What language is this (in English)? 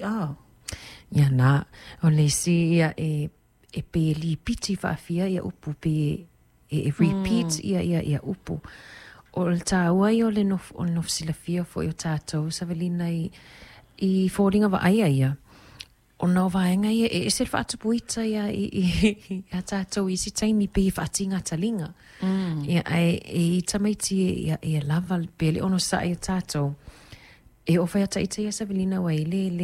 Samoan